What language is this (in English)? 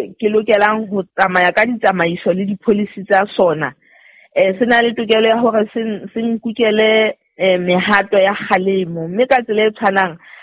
Southern Sotho